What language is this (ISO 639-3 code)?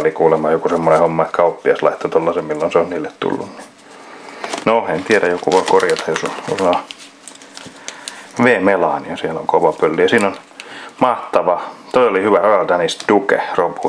fin